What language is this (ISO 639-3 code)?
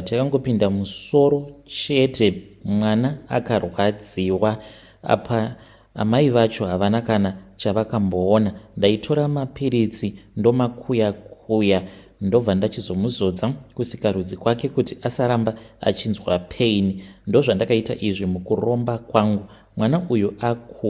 sna